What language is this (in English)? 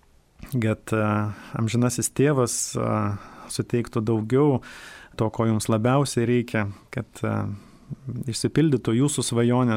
Lithuanian